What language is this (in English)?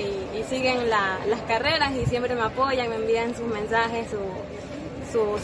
Spanish